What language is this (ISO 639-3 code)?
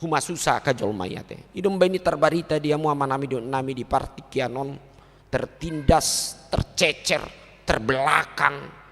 bbc